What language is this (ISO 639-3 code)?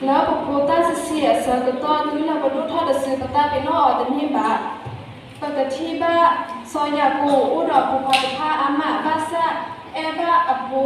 ksw